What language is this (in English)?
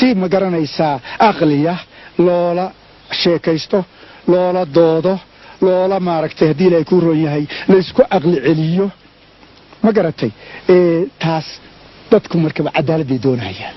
Somali